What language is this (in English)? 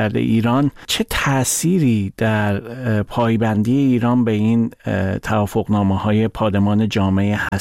Persian